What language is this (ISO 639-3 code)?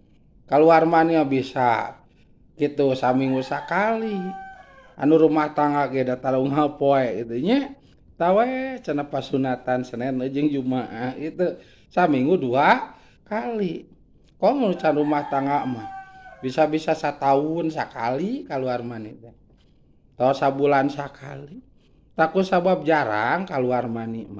sun